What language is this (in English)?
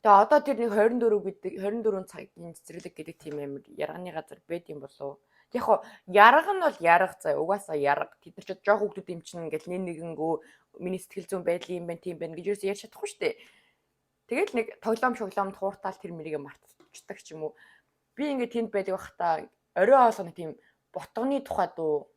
Mongolian